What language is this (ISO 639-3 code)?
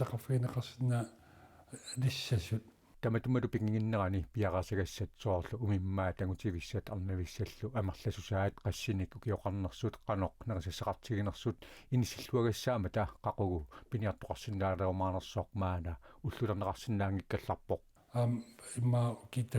kal